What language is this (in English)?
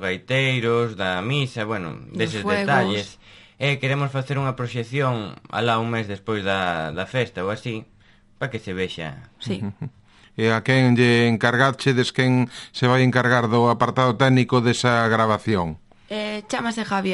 Galician